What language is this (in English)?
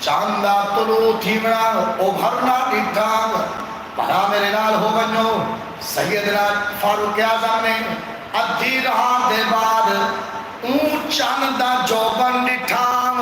Saraiki